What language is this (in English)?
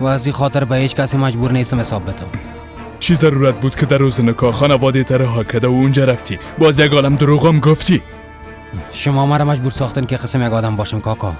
Persian